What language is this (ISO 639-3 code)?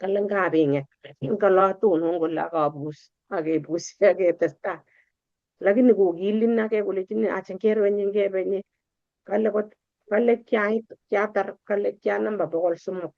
kln